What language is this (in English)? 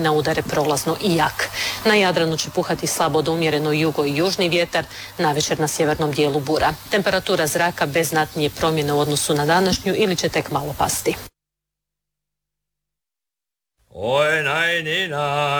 Croatian